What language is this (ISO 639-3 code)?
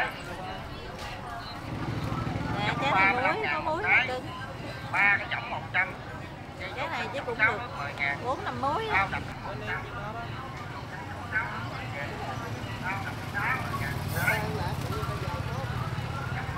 vie